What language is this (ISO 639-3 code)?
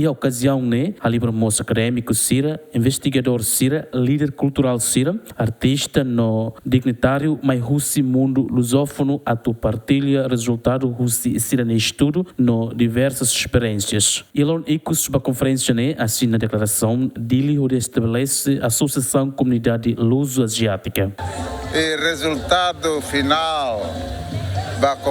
tet